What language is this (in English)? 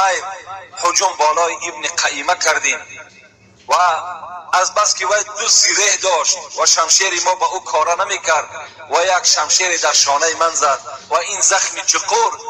Tajik